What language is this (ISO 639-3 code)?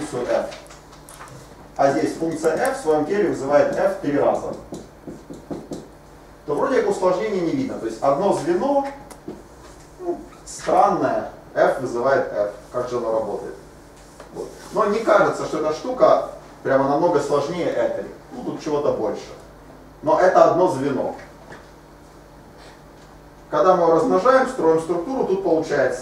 rus